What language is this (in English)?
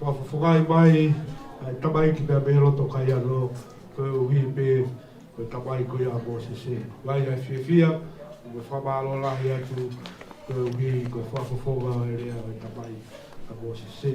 Tongan